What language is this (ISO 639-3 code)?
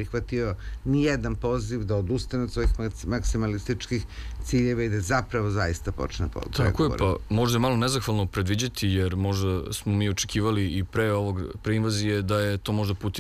srp